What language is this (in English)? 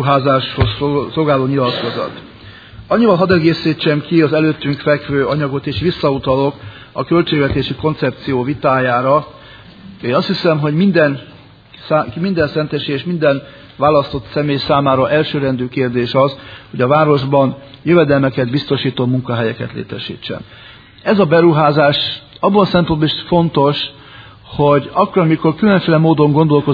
Hungarian